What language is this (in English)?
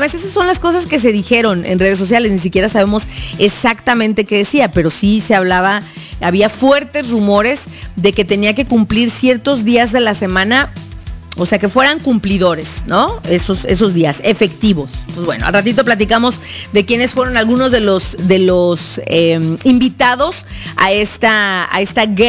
Spanish